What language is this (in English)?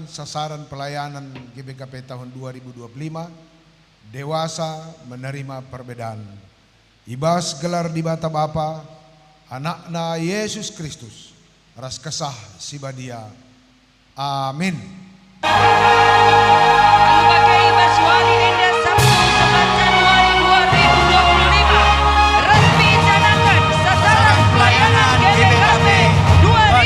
Batak Karo